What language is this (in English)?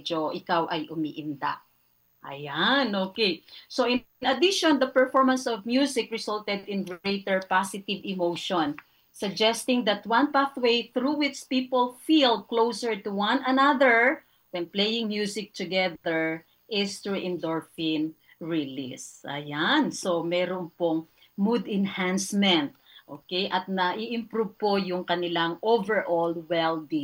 Filipino